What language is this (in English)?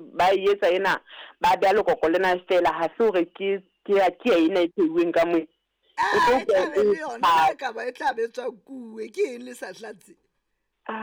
Southern Sotho